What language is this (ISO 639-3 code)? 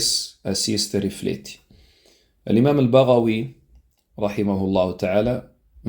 kea